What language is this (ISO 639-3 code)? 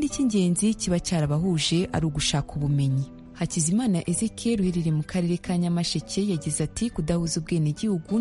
kin